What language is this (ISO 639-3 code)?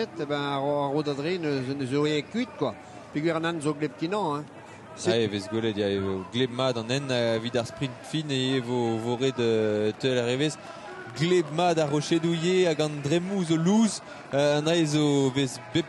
bre